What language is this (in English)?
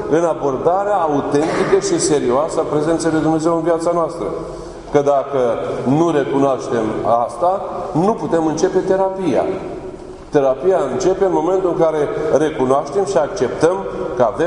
Romanian